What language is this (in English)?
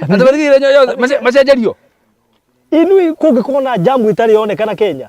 Kikuyu